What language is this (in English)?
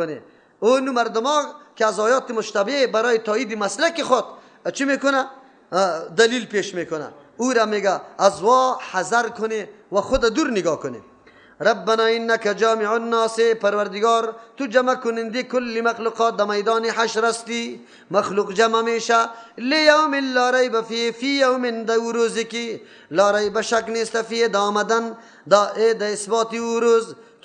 Persian